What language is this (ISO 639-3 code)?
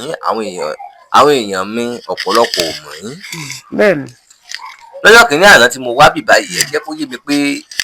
yor